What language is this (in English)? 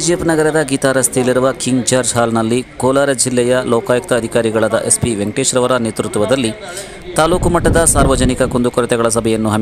Kannada